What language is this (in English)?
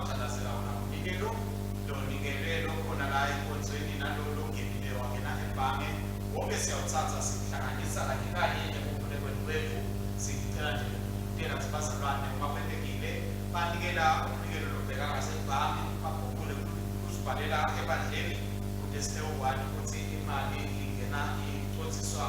Swati